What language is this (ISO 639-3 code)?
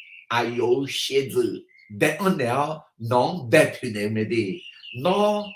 ahk